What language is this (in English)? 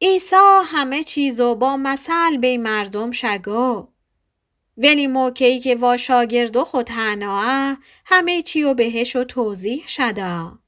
Gilaki